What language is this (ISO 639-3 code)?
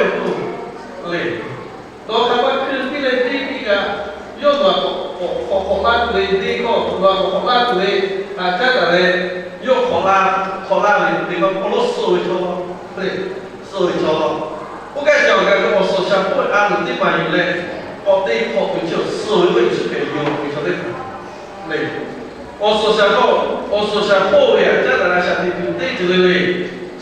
lhu